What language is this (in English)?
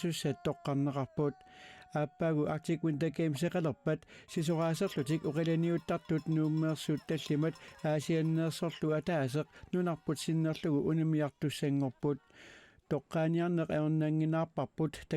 Kalaallisut